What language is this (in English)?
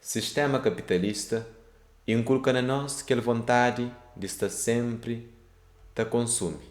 Kabuverdianu